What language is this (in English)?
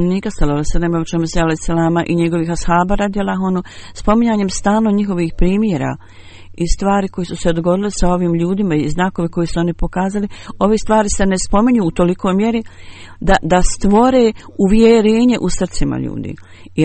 Bosnian